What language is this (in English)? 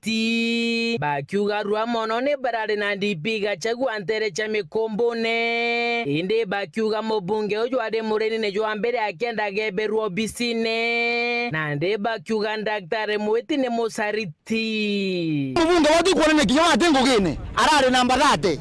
Meru